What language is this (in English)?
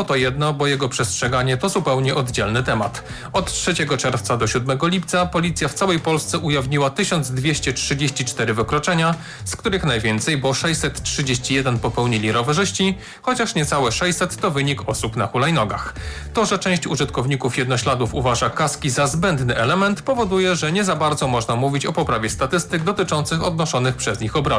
Polish